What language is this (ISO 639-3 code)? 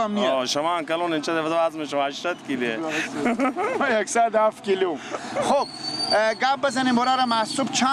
fas